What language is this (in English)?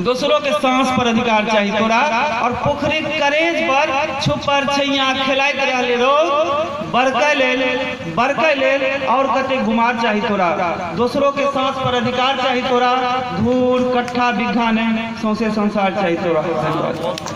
Maithili